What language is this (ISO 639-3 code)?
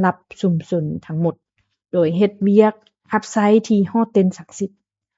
lao